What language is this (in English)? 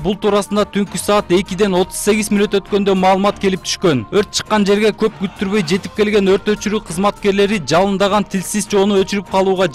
Kyrgyz